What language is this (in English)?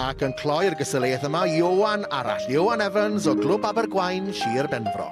Welsh